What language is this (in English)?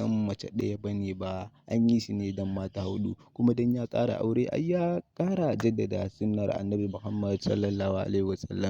Hausa